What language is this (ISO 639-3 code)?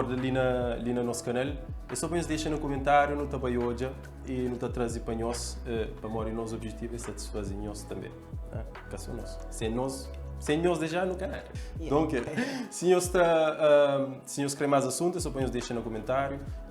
kea